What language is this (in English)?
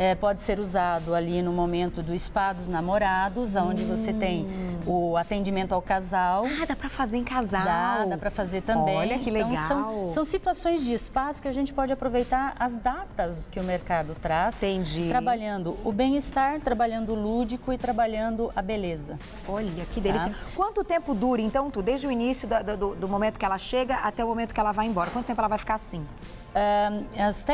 Portuguese